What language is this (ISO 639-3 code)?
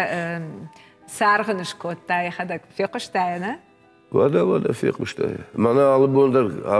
oss